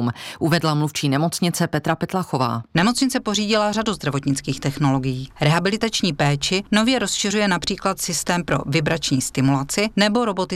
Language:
Czech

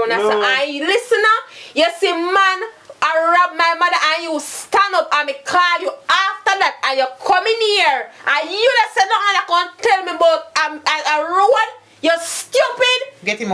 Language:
Jamaican Creole English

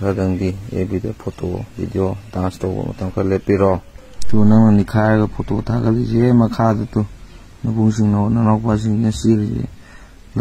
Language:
Manipuri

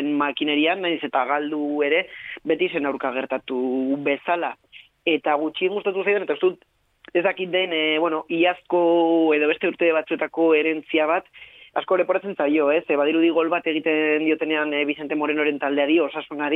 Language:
Basque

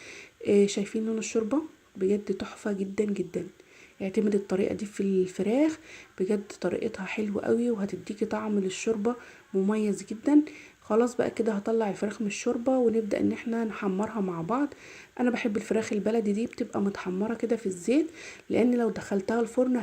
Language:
Egyptian Arabic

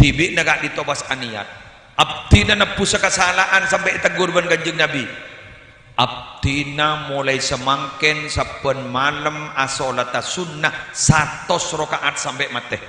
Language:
Madurese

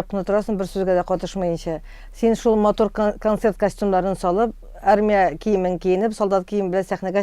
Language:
Tatar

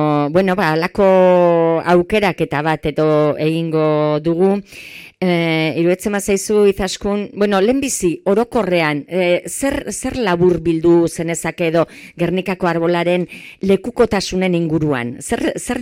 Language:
Basque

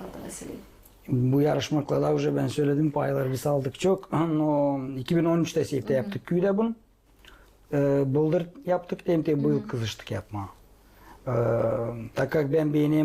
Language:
Gagauz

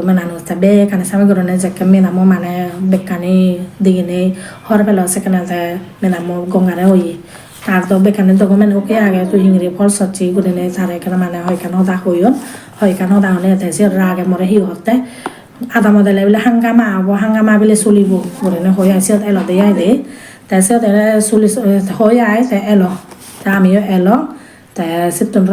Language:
Chakma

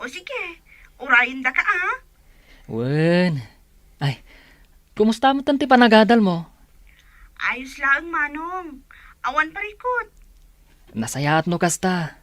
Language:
Iloko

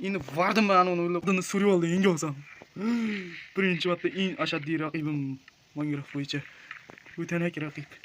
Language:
Uzbek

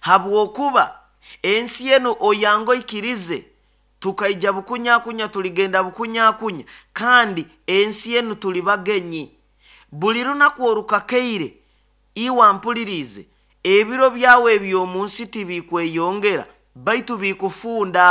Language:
Nyoro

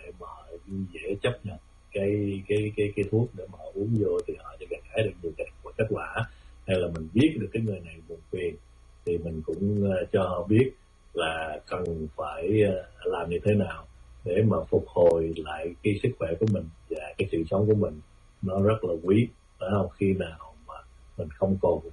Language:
Vietnamese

